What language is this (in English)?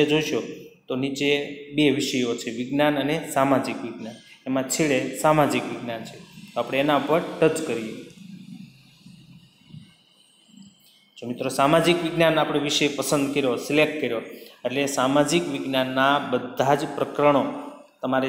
Gujarati